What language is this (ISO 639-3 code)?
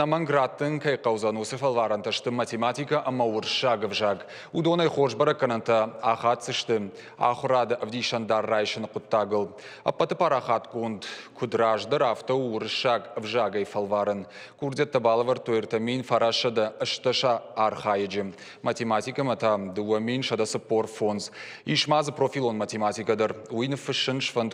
oss